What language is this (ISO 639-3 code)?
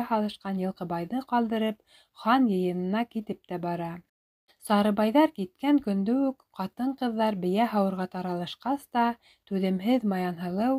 bak